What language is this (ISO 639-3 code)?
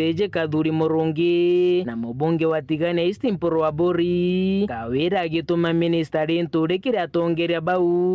mer